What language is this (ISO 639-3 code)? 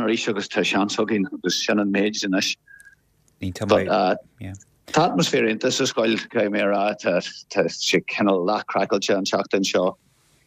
gle